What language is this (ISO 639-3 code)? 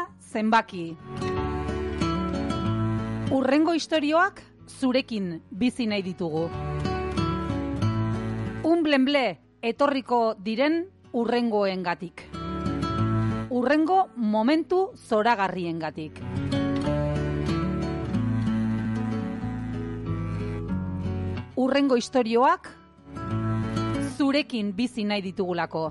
eus